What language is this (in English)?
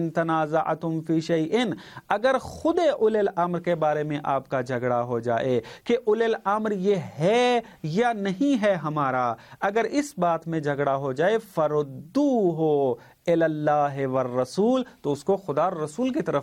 Urdu